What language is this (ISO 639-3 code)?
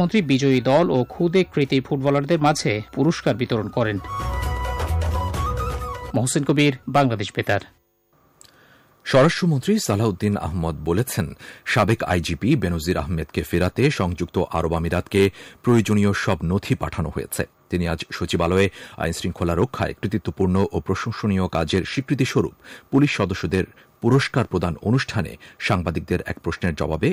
ben